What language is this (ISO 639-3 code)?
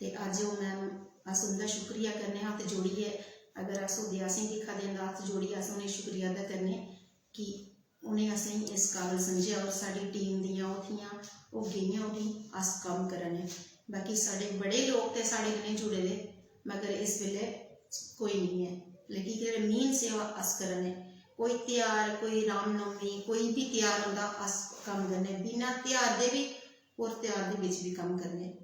doi